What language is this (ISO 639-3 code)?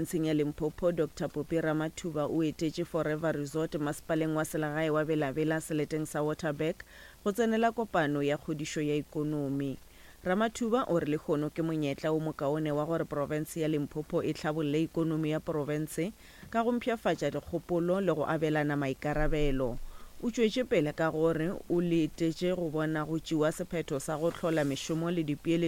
nso